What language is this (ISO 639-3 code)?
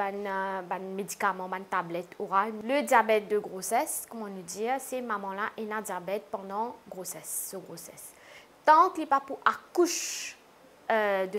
mfe